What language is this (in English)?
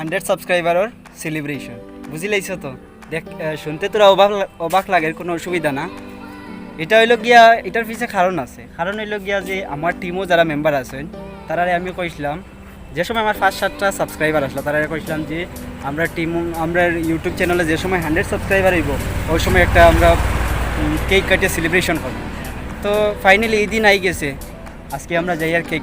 Sylheti